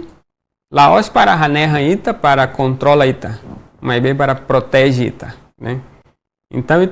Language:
Tetum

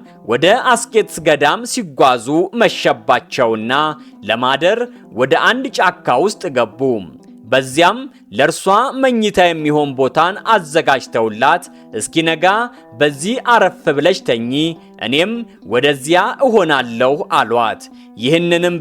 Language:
Amharic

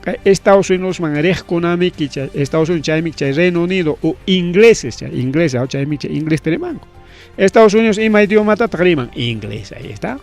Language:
Ayacucho Quechua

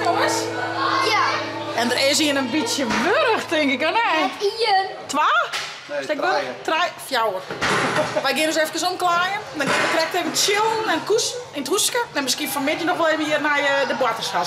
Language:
Western Frisian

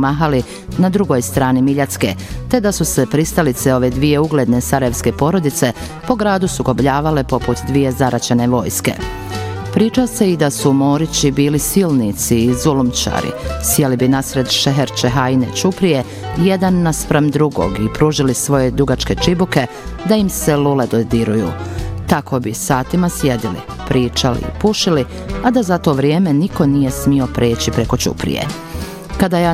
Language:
Bosnian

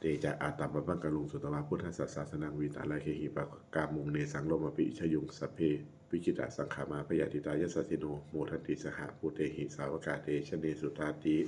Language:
Pali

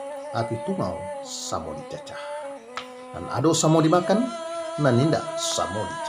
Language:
Minangkabau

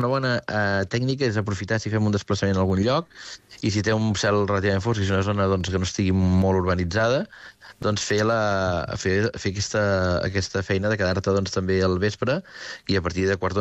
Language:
Catalan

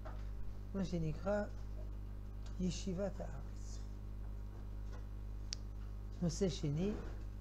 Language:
Hebrew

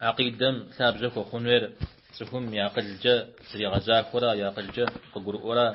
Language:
Kabardian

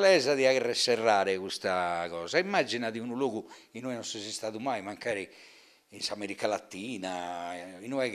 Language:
Sardinian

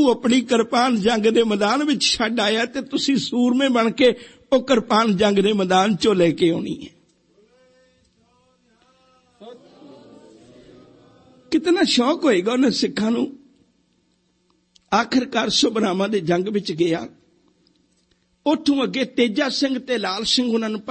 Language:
Punjabi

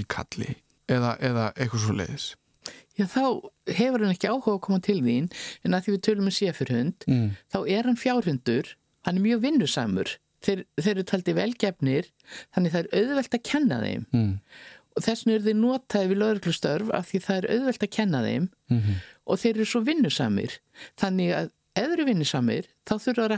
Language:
Icelandic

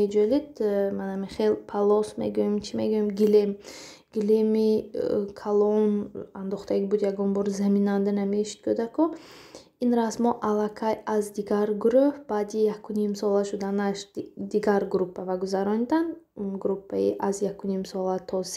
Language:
Tajik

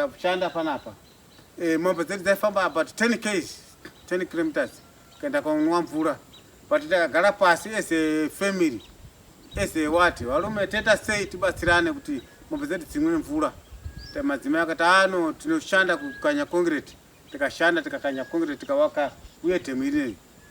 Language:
Shona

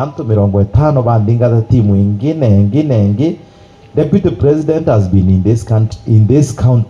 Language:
Meru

